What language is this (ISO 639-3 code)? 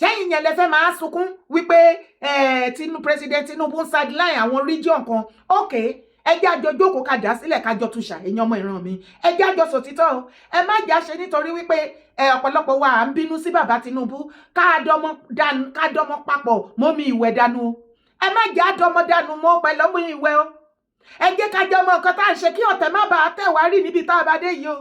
yor